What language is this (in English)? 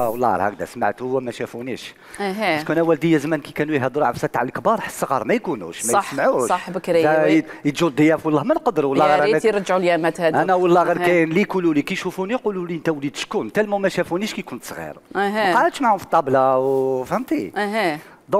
Algerian Arabic